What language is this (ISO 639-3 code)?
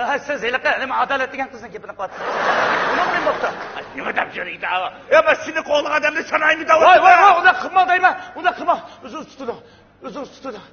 uig